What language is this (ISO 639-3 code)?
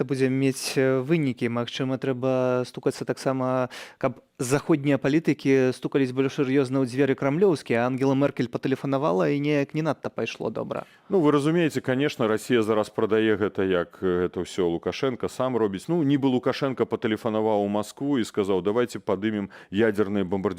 bel